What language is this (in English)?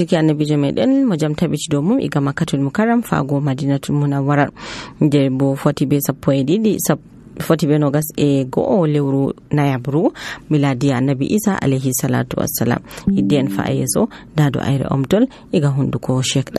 Nigerian Fulfulde